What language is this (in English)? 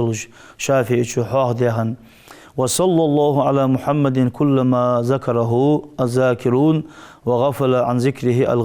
Ingush